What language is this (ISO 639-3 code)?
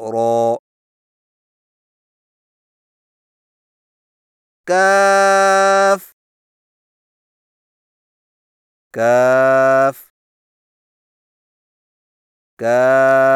urd